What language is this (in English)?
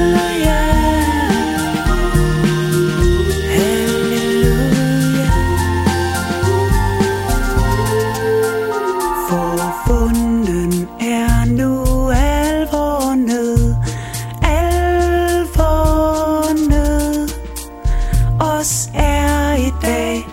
Danish